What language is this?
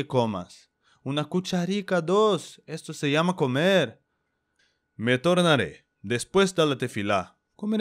Ladino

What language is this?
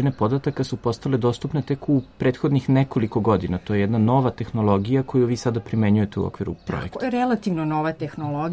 Serbian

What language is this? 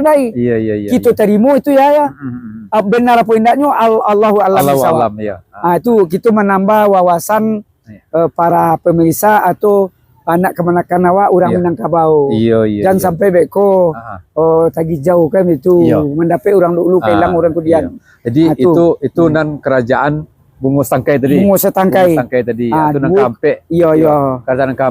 Minangkabau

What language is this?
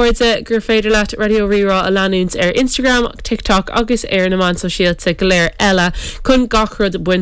Irish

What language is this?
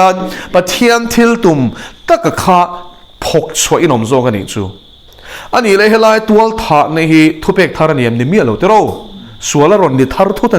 Mizo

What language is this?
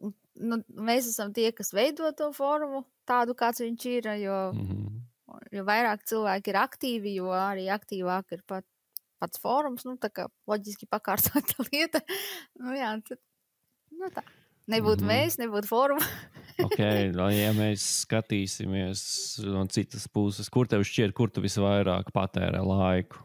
Latvian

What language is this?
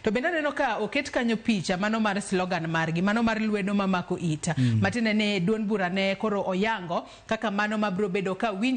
Luo (Kenya and Tanzania)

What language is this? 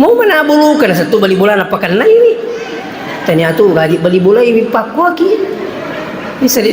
Buginese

